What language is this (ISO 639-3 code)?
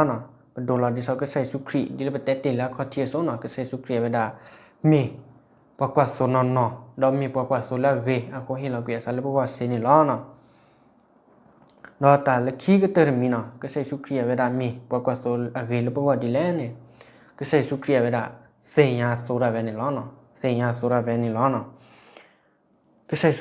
ksw